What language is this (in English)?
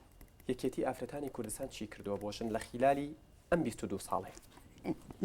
Central Kurdish